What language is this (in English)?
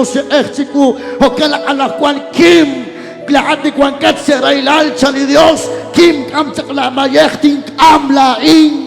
Kekchí